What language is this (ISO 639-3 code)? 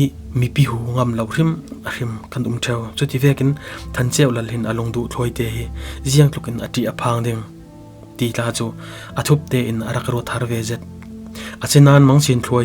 cfm